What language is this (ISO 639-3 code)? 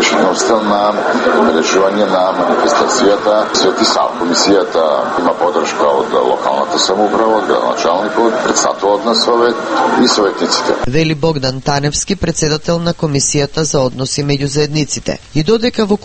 mkd